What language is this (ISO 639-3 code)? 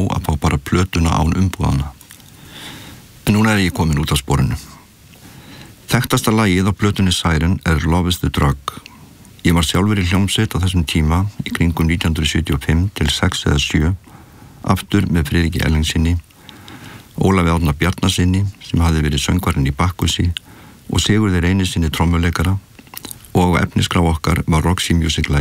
isl